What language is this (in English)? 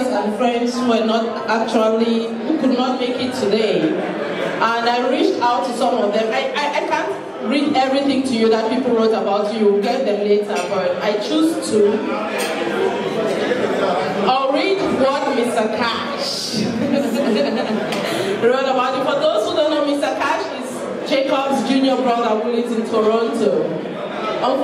English